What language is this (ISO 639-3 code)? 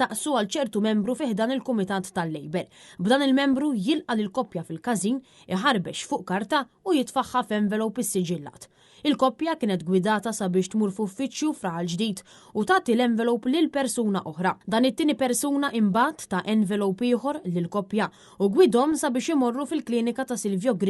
mlt